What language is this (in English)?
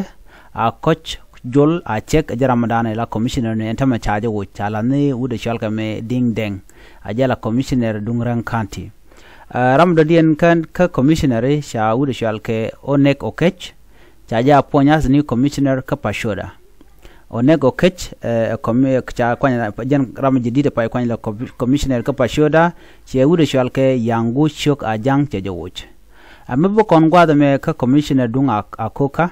Nuer